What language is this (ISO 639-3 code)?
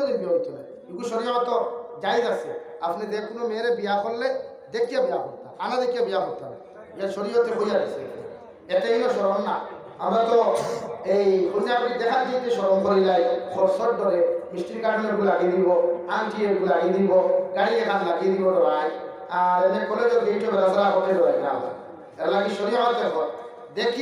syl